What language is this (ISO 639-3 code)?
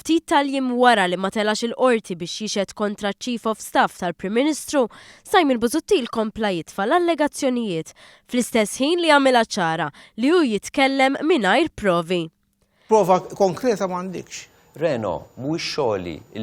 mlt